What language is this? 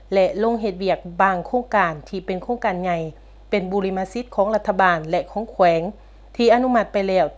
Lao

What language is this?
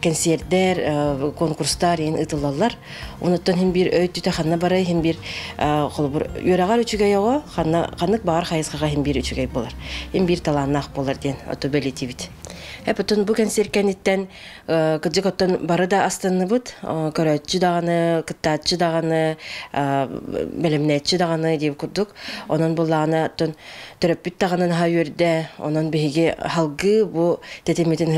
Yakut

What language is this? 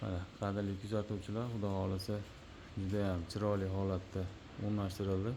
Uzbek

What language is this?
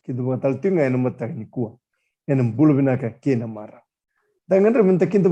Fijian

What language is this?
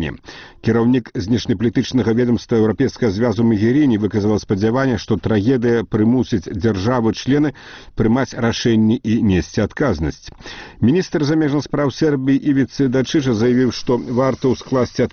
Belarusian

